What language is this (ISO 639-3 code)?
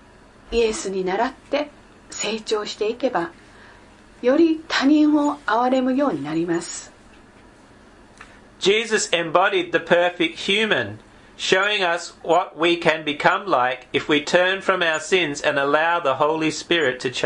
jpn